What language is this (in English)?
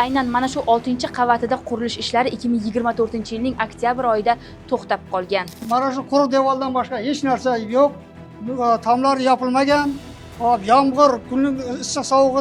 Uzbek